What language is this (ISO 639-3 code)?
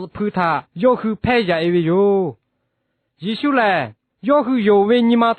lhu